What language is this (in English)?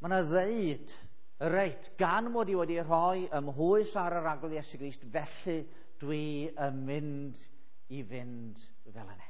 Welsh